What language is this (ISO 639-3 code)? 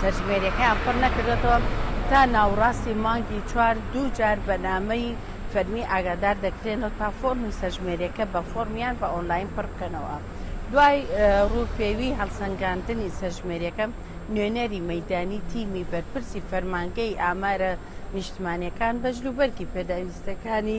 ckb